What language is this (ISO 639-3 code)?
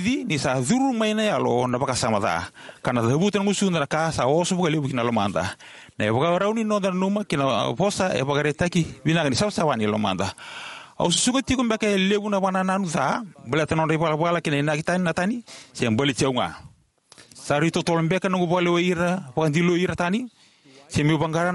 fij